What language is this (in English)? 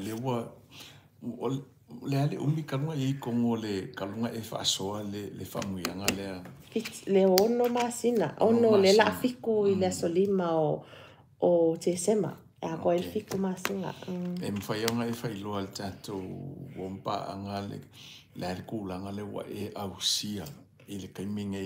Samoan